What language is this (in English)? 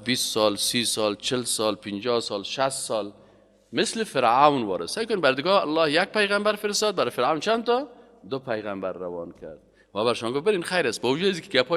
Persian